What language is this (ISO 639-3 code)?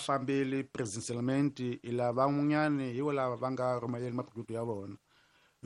tso